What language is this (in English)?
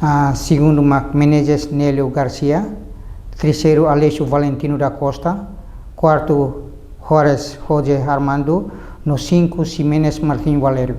Tetum